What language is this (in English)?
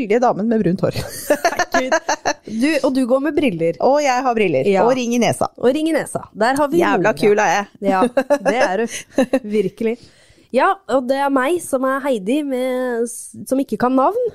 Norwegian